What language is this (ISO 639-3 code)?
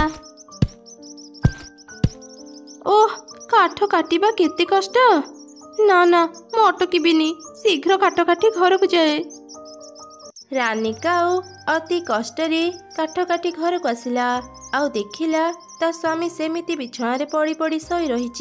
ori